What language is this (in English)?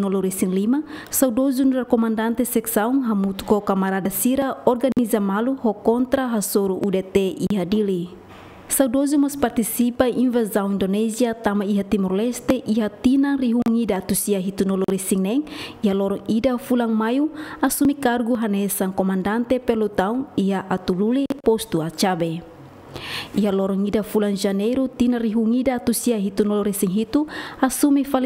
Tetum